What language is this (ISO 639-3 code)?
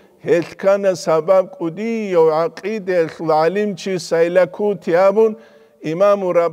ava